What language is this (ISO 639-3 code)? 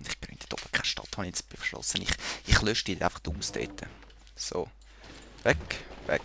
gsw